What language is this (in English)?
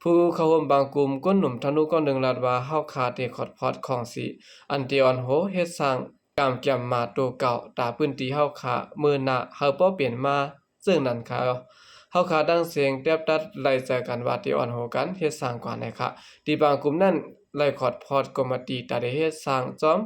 Shan